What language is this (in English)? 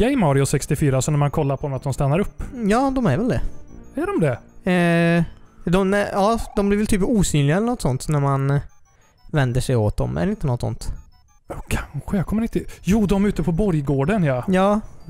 Swedish